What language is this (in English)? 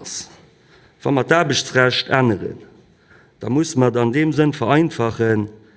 Luxembourgish